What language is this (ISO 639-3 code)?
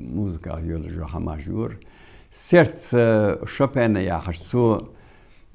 inh